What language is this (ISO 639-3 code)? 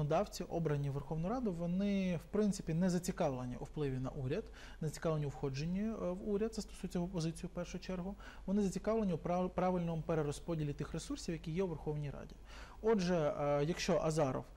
ukr